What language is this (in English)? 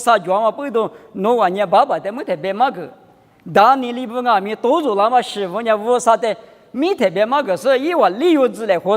Lisu